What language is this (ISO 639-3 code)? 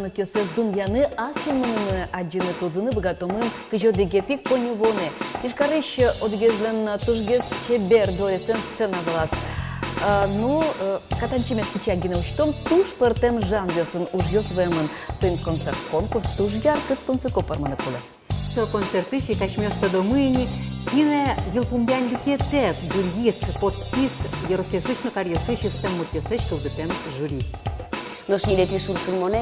udm